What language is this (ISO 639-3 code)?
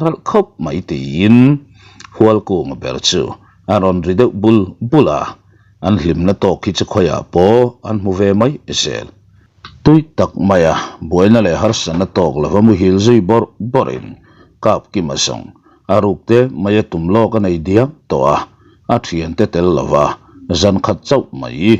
lus